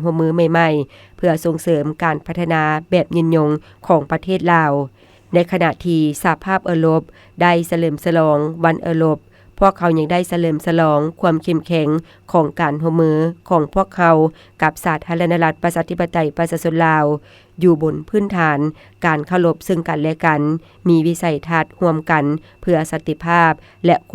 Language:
Lao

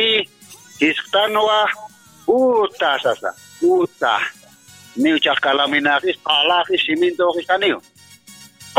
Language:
Aymara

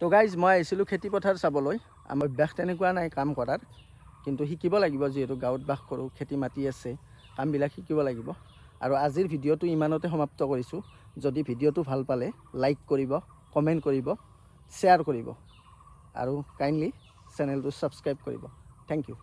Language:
Assamese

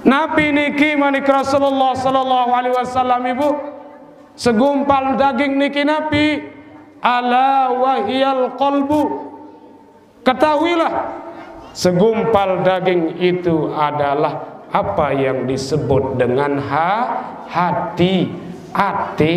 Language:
Sasak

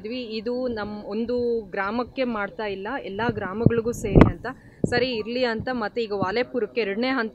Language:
Kannada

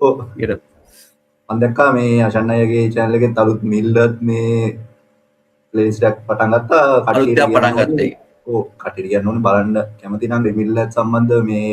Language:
Sinhala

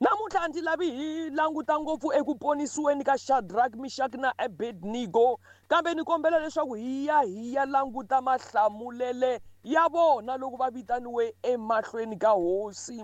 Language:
Tsonga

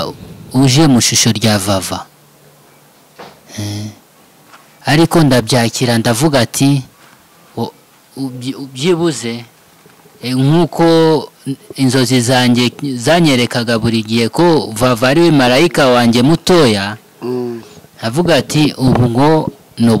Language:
Kinyarwanda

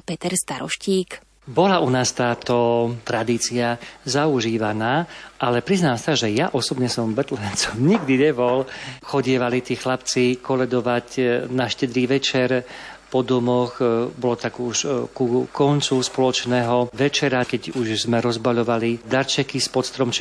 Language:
Slovak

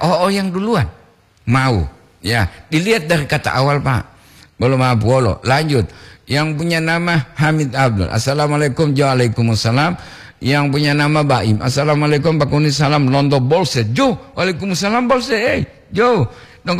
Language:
Gorontalo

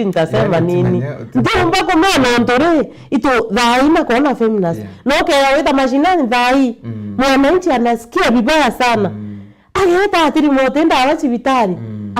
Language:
Meru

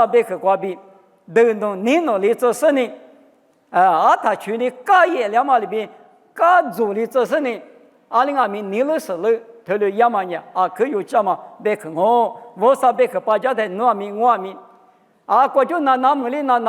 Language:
Lisu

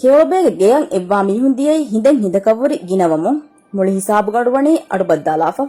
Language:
Divehi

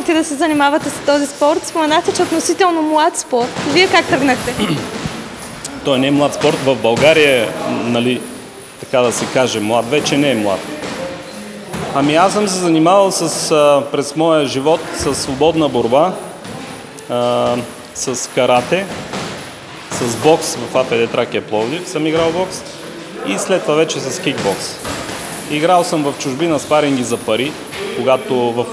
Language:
Bulgarian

